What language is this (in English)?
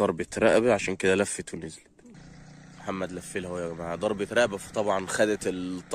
Egyptian Arabic